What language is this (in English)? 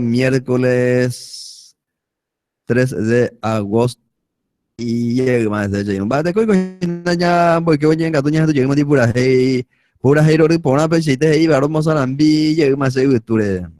Guarani